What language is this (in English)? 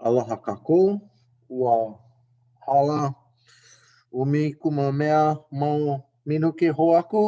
Hawaiian